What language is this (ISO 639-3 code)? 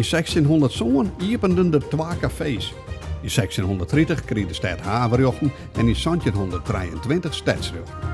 fry